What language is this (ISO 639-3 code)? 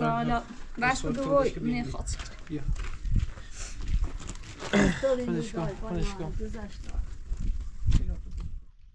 fas